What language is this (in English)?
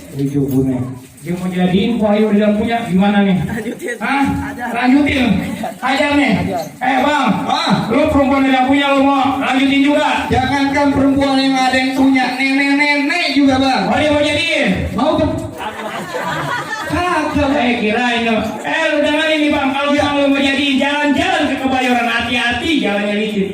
Betawi